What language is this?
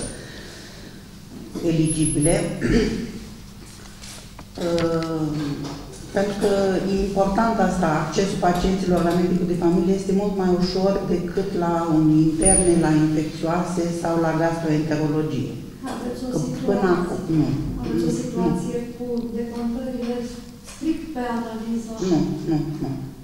Romanian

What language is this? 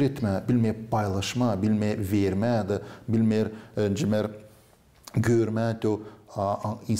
Gagauz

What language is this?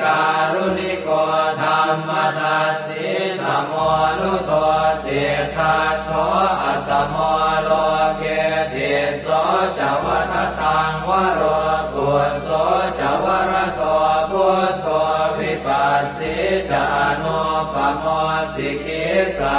Pali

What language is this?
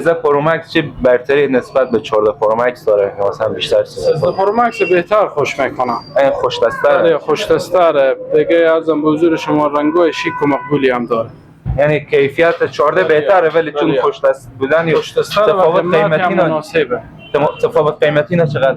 Persian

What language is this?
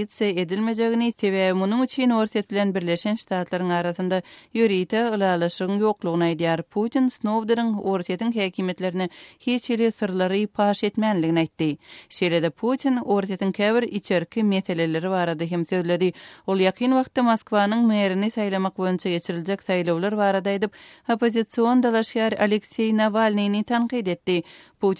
Kyrgyz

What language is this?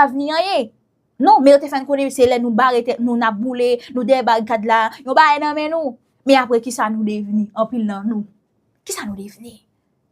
Haitian Creole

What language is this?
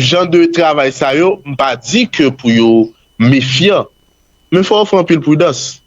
Haitian Creole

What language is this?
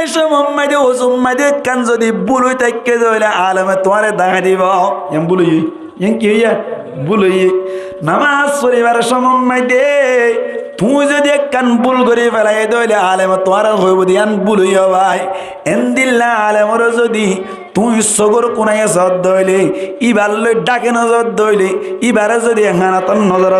Rohingya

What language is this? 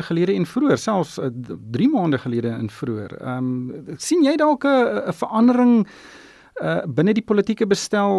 Afrikaans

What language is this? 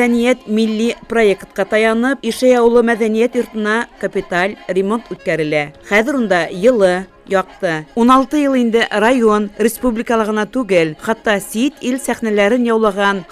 Bashkir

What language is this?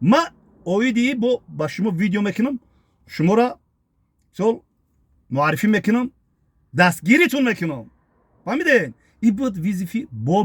Tajik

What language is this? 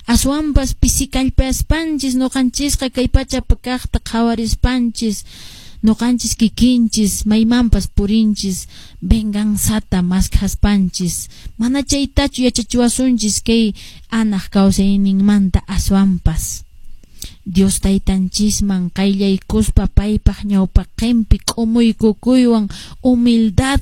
Quechua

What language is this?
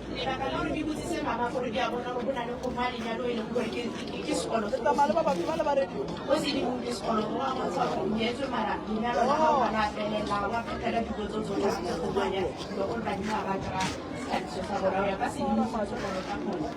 Northern Sotho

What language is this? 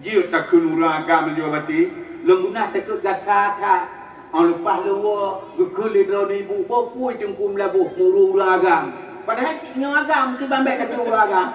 Achinese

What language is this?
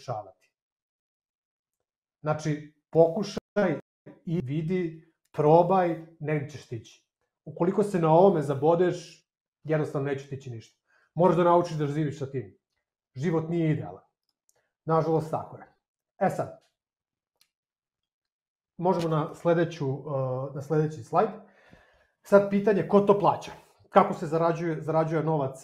Serbian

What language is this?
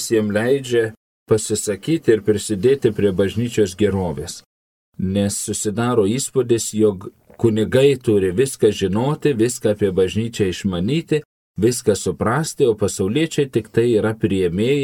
Lithuanian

